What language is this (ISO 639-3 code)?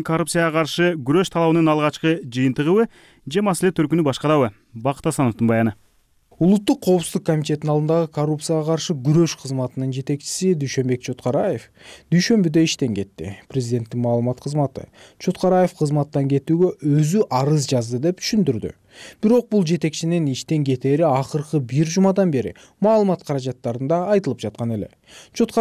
kir